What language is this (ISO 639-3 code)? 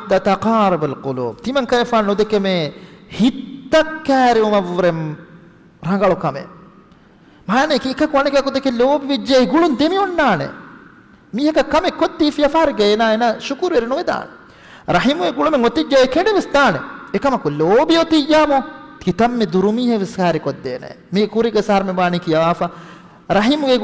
div